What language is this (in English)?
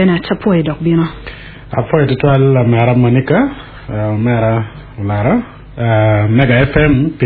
Acoli